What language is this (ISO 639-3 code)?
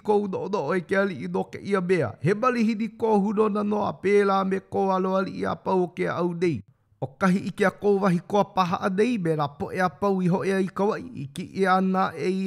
haw